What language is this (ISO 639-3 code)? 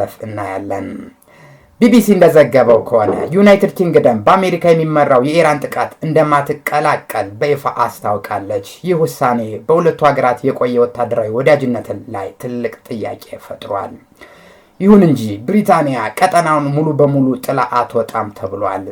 amh